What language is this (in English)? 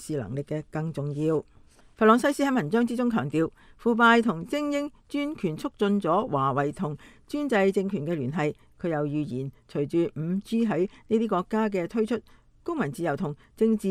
Cantonese